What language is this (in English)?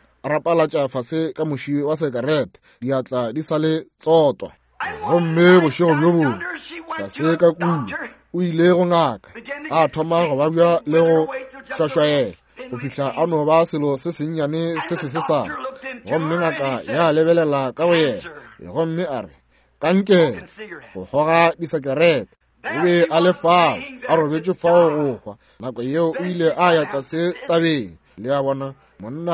Northern Sotho